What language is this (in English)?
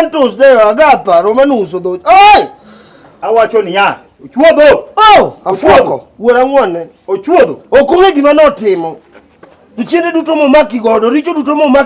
Luo (Kenya and Tanzania)